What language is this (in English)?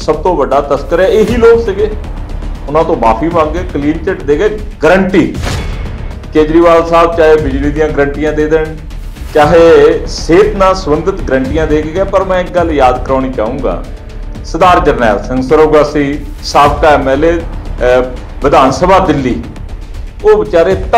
Punjabi